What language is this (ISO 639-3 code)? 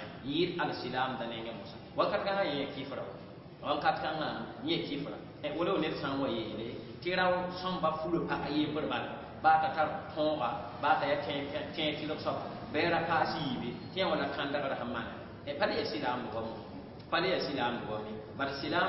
mos